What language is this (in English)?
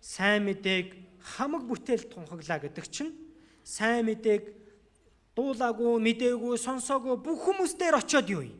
Mongolian